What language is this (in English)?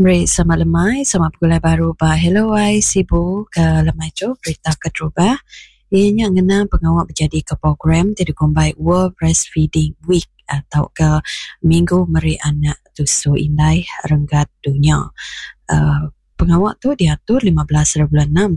Iban